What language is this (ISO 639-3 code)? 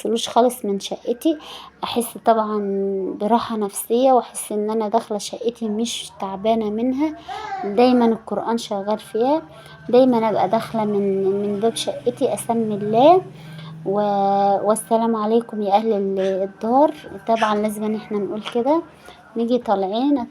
arz